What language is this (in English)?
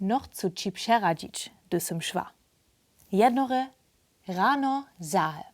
Upper Sorbian